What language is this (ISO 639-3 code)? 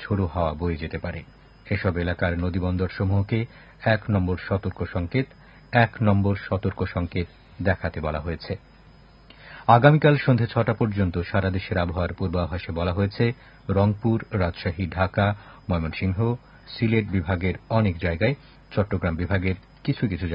ben